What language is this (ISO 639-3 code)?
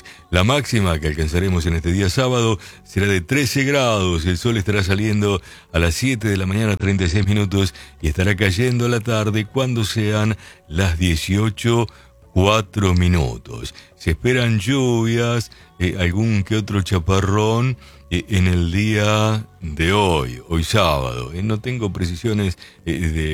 spa